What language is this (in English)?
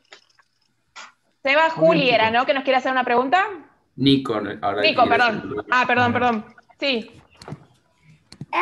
Spanish